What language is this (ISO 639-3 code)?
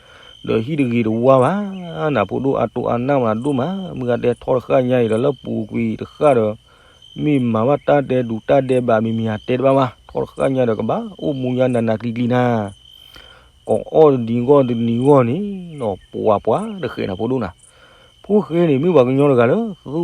ksw